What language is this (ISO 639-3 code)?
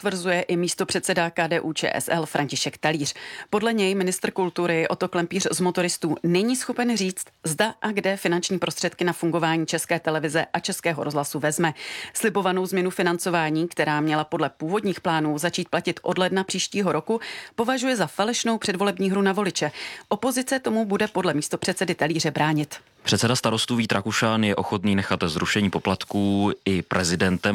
ces